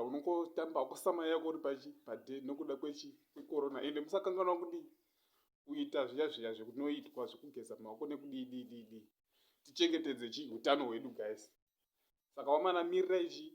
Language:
Shona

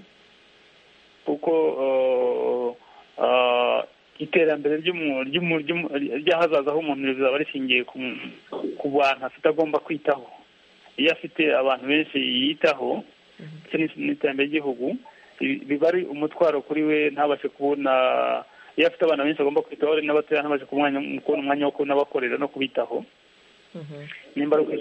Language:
Kinyarwanda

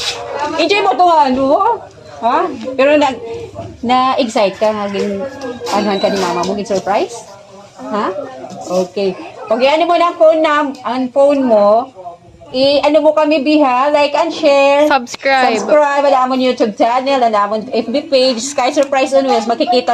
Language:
Waray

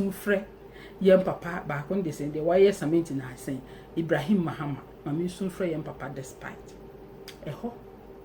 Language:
Akan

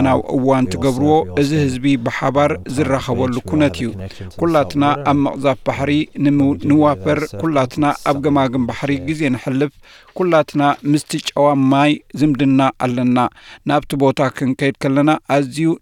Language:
Tigrinya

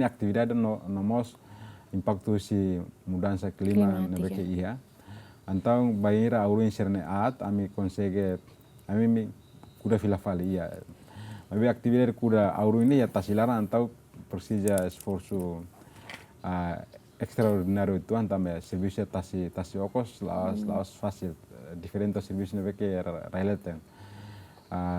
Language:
Tetum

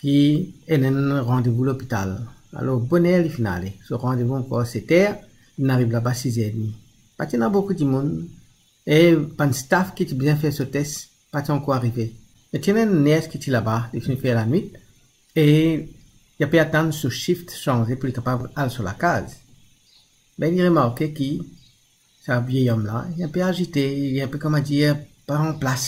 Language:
Morisyen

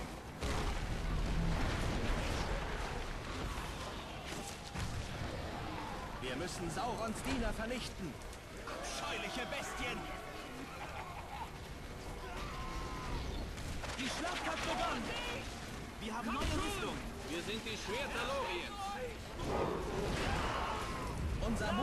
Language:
German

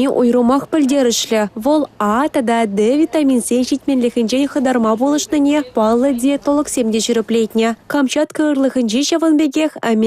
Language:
Chuvash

